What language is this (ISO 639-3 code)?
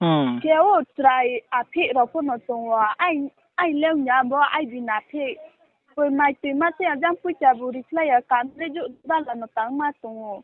ria